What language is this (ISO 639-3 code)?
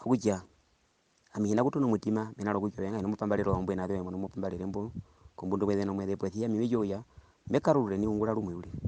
her